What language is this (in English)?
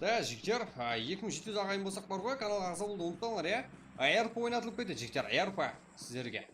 Kara-Kalpak